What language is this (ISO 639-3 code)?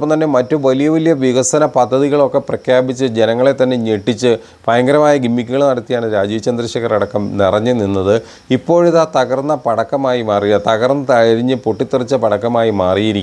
mal